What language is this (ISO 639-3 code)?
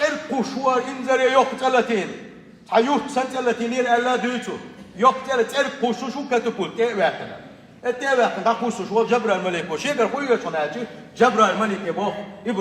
che